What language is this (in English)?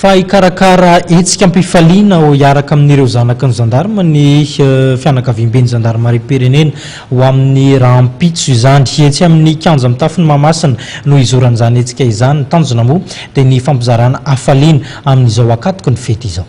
Malagasy